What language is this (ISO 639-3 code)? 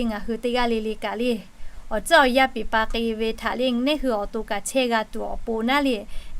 lhu